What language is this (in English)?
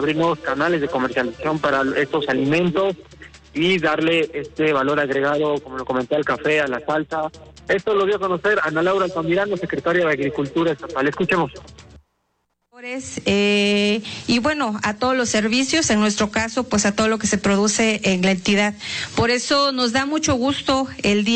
Spanish